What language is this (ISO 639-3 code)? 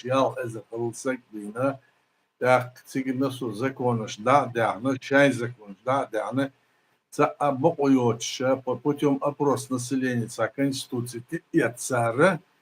che